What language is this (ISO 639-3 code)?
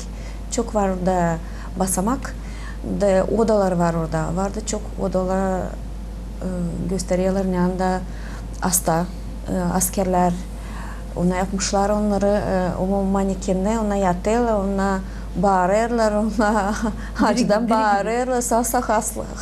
gag